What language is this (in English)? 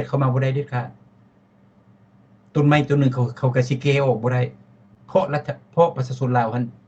Lao